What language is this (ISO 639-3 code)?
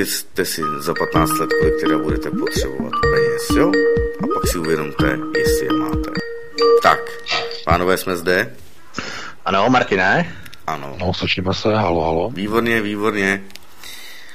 ces